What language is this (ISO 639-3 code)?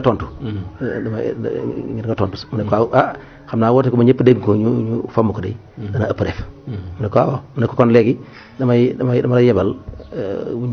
wol